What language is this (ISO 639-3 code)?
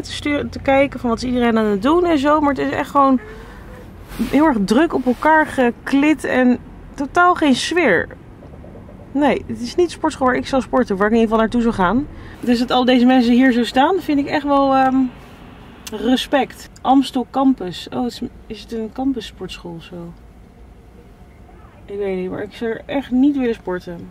nld